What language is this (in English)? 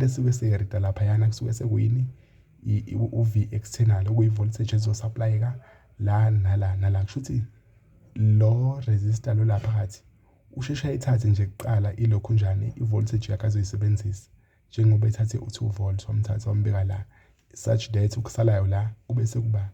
Zulu